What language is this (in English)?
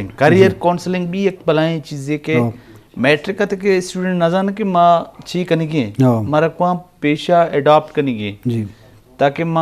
Eastern Balochi